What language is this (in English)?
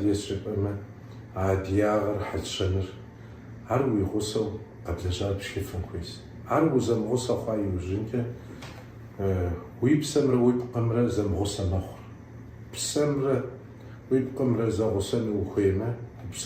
Kabardian